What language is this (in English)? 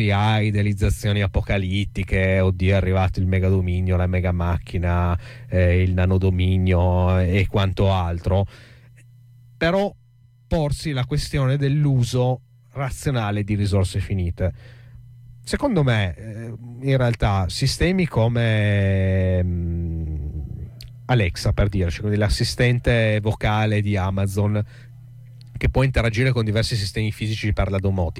Italian